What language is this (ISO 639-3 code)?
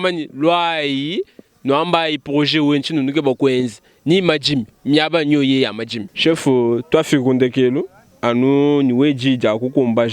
lua